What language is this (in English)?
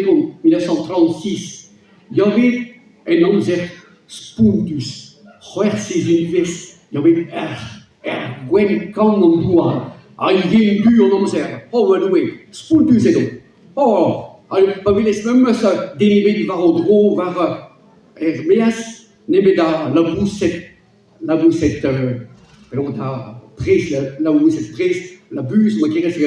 Breton